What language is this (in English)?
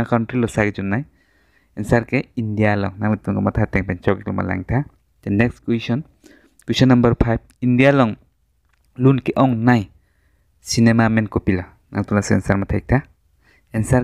Karbi